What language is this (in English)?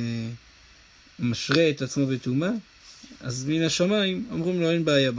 Hebrew